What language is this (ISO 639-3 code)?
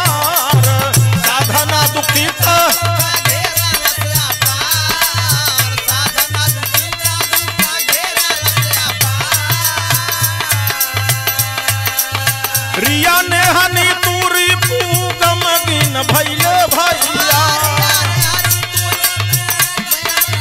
bho